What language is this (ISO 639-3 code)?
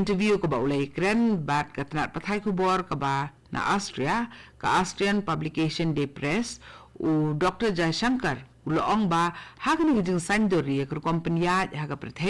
kha